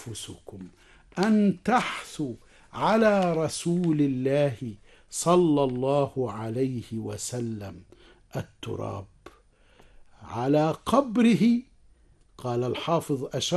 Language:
Arabic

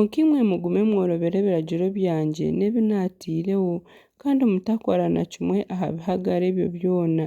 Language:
Nyankole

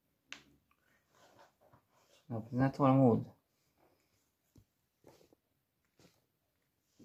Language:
Swedish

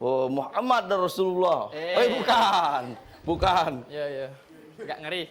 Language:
Musi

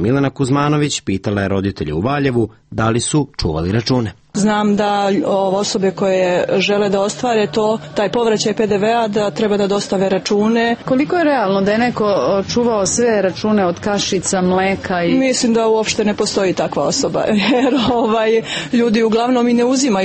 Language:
Serbian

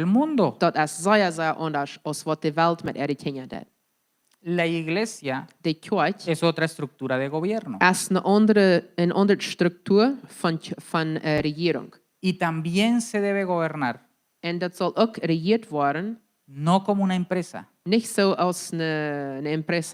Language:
Plautdietsch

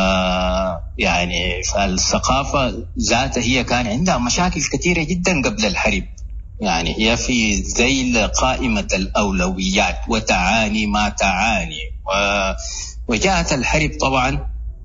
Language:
Sudanese Arabic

